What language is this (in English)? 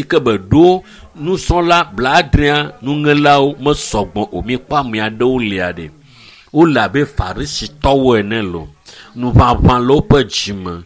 Ewe